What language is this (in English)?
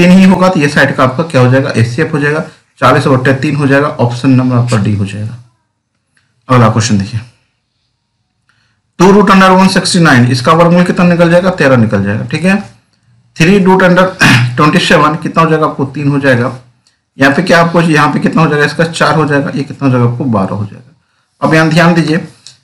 Hindi